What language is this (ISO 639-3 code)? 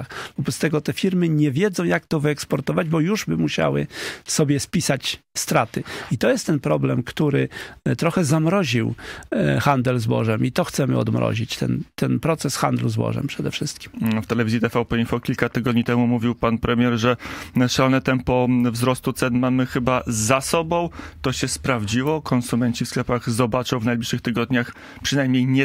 pol